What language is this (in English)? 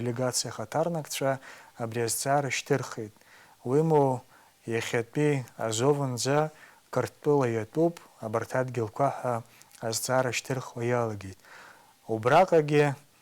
Abkhazian